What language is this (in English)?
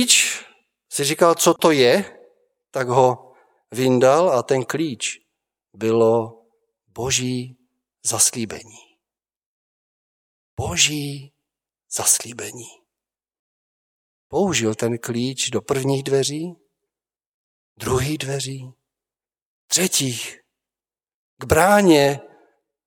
Czech